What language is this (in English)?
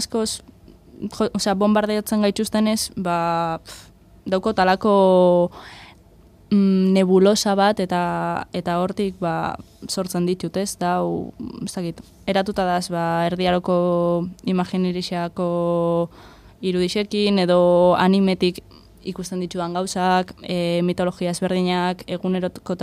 Basque